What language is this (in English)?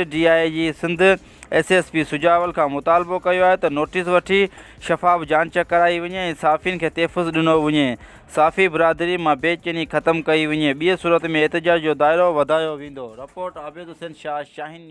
Sindhi